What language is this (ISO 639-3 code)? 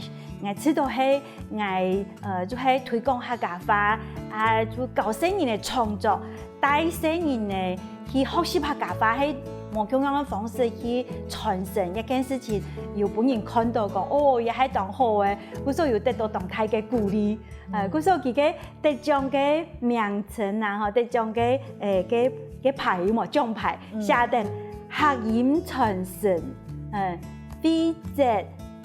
hak